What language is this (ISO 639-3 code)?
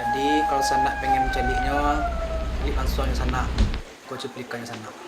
min